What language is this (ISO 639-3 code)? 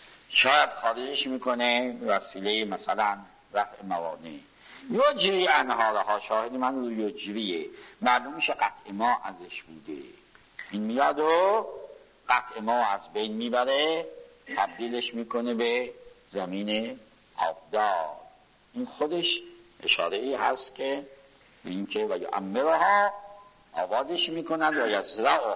fas